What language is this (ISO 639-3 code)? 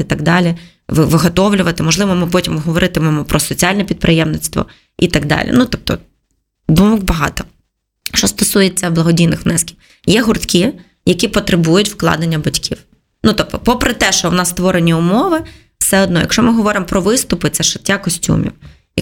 ukr